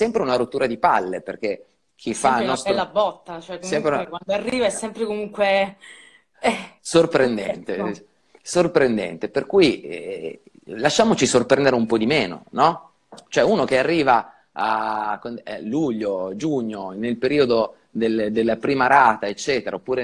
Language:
Italian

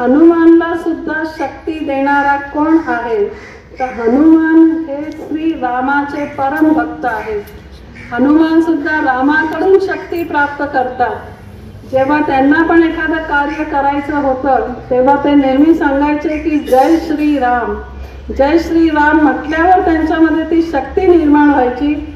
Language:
Marathi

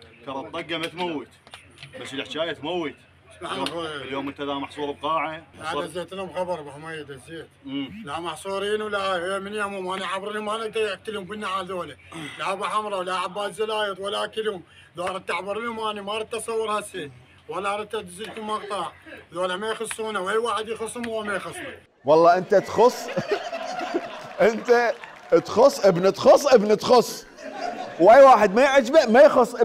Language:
Mesopotamian Arabic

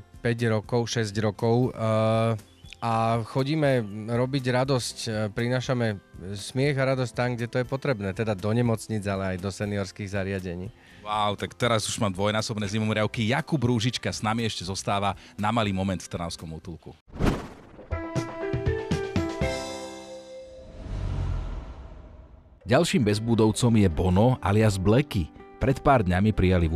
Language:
Slovak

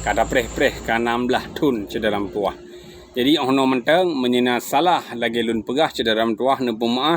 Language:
Achinese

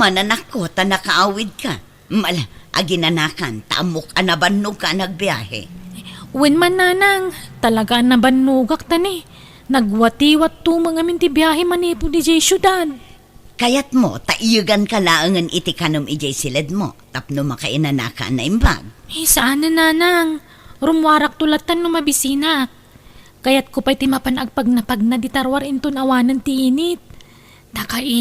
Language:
Iloko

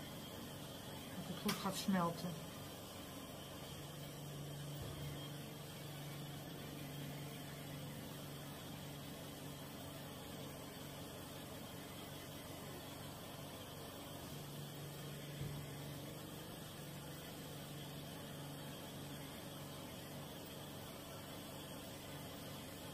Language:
Dutch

